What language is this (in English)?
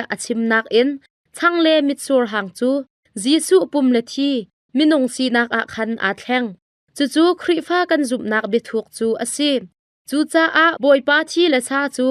Hakha Chin